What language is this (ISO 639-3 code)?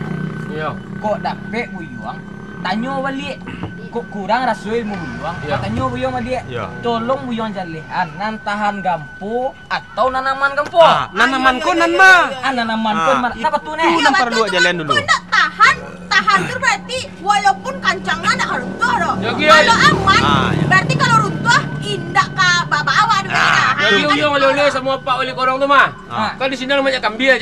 min